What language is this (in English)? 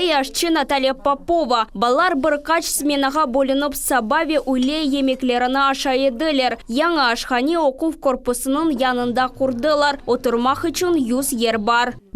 Crimean Tatar